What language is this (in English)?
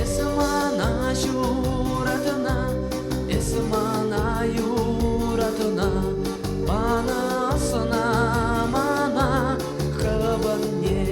Chuvash